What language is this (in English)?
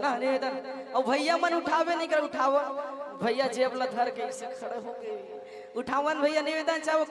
Chhattisgarhi